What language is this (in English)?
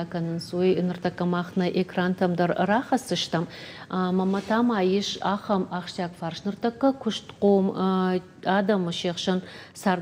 Ossetic